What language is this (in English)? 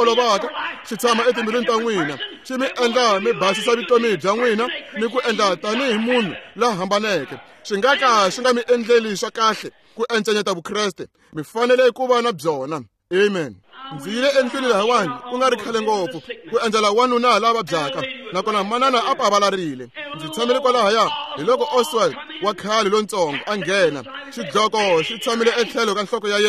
Tsonga